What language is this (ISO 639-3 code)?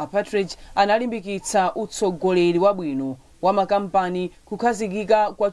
nya